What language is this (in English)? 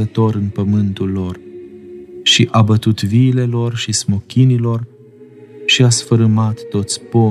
Romanian